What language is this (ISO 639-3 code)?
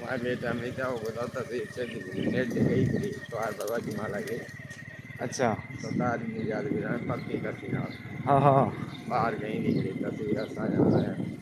skr